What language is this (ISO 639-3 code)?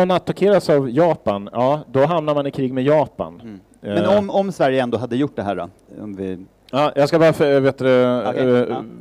swe